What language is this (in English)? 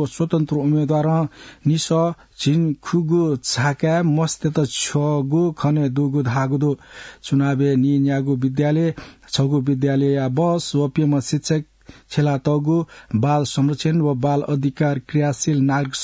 Newari